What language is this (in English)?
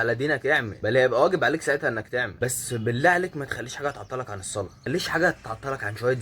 Egyptian Arabic